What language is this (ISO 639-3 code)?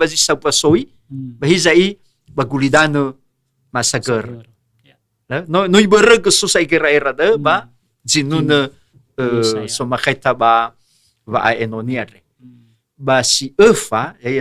nia